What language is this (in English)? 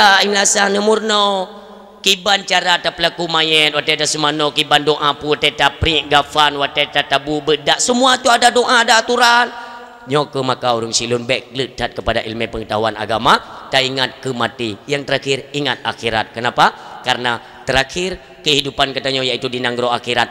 Achinese